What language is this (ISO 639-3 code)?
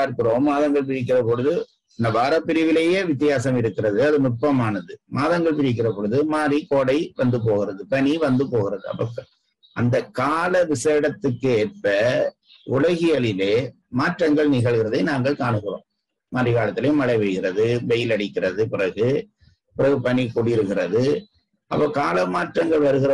tam